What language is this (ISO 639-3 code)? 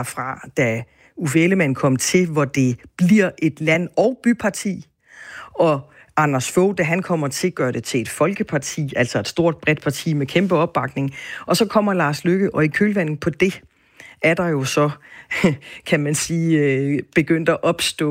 dan